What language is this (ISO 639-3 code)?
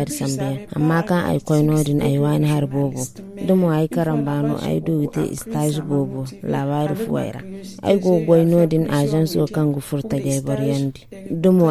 dje